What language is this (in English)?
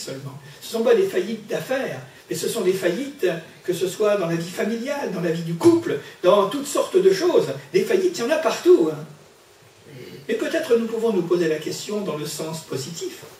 French